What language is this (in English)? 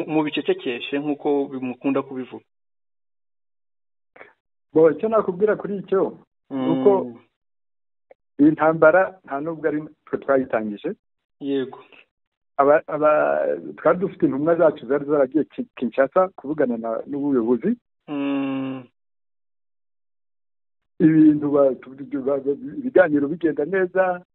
Kinyarwanda